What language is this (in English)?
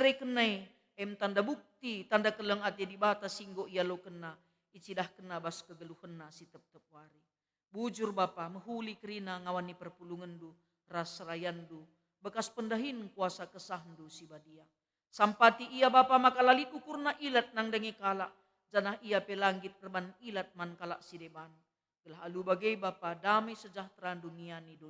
Batak Karo